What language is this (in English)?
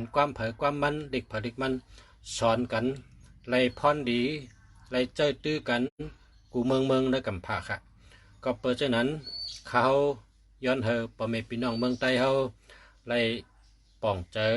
Shan